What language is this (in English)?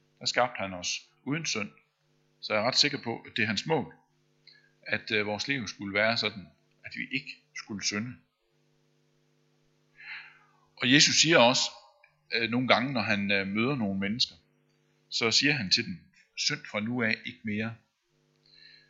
Danish